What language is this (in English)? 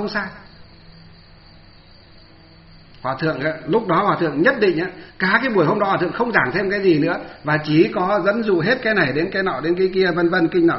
Vietnamese